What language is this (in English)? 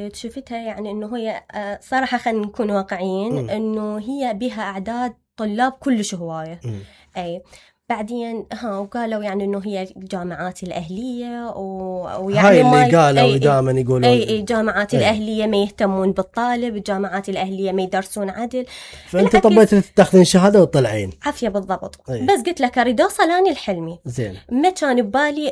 Mesopotamian Arabic